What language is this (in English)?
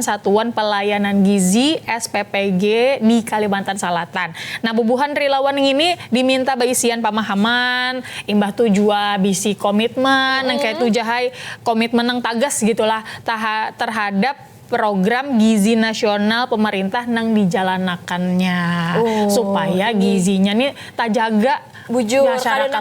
Banjar